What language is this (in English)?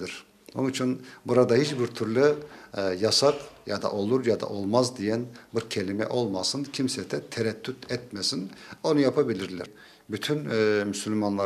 Crimean Tatar